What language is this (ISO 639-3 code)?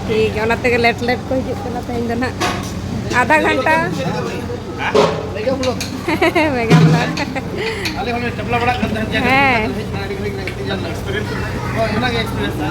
sat